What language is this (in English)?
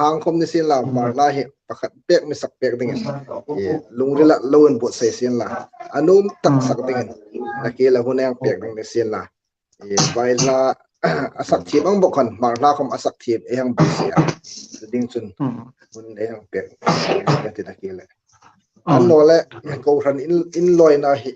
Hmar